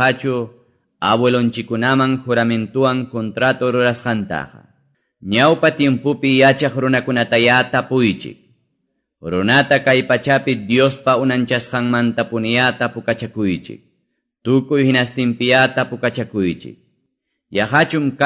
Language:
Quechua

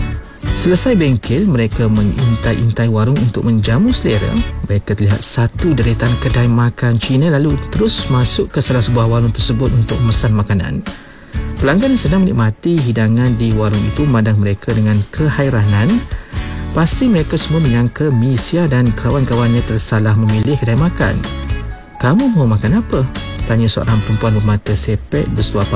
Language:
Malay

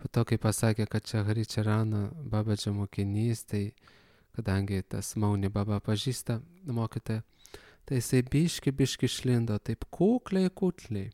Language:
Lithuanian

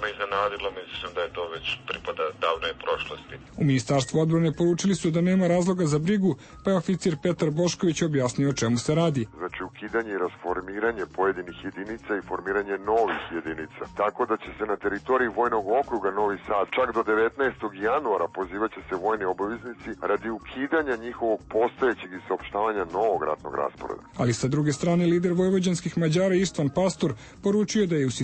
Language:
Serbian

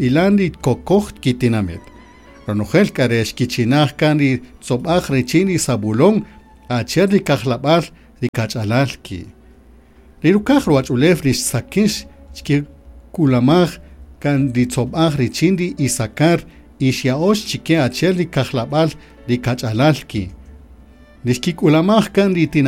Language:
Kaqchikel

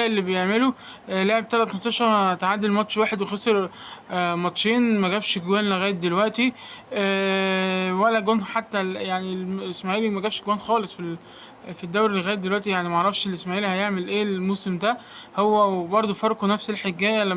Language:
Egyptian Arabic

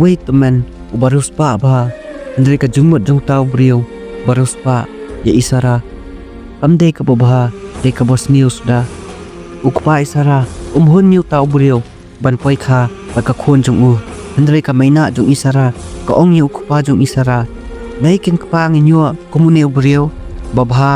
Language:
Khasi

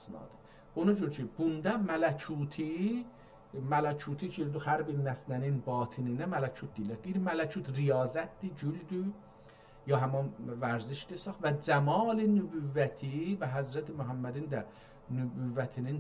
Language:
South Azerbaijani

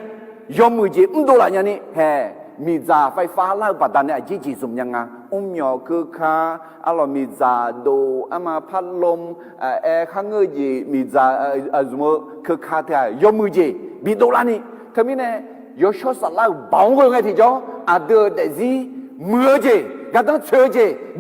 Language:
Akha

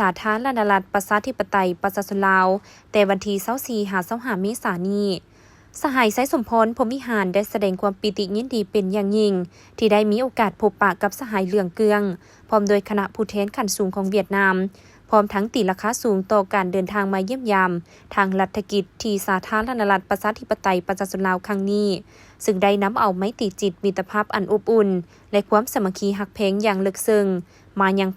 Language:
Lao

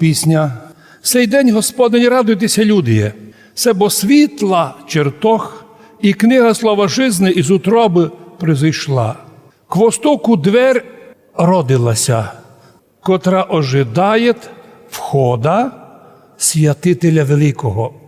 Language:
Rusyn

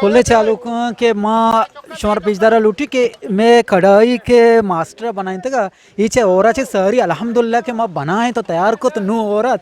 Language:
Eastern Balochi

